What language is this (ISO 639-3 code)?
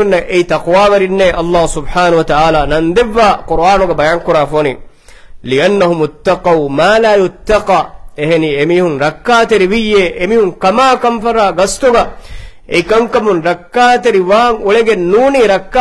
div